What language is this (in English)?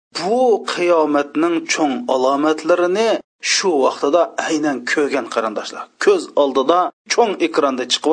Uyghur